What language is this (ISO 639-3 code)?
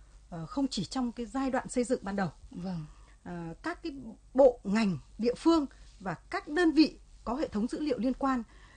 vie